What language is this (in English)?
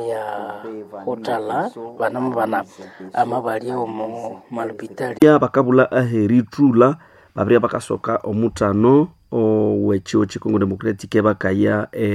Nande